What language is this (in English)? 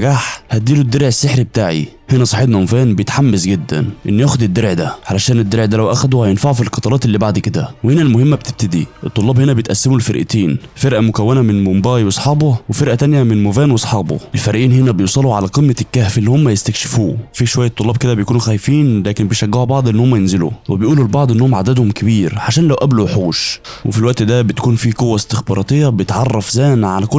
Egyptian Arabic